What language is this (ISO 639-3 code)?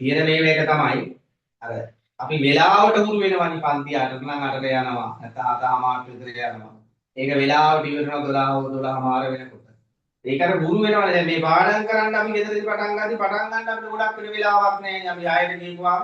sin